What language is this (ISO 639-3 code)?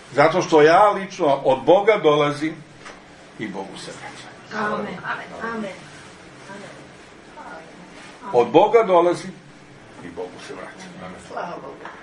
srp